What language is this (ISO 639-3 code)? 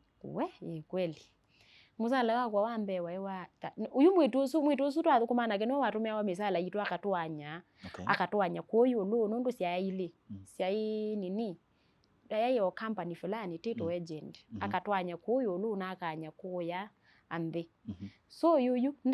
kam